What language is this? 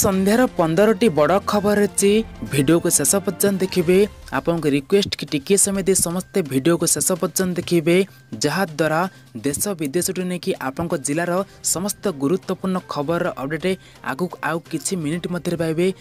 Odia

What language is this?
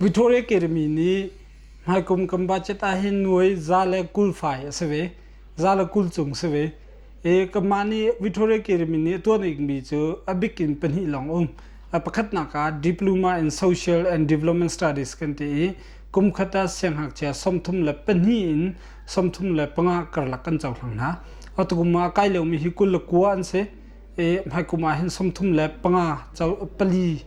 Hakha Chin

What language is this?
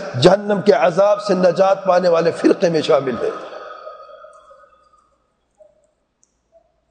Urdu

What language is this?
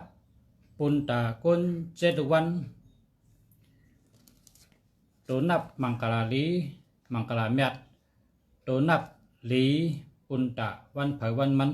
Shan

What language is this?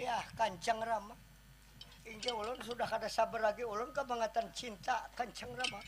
Banjar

